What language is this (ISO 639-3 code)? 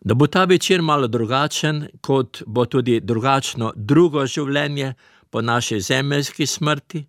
slv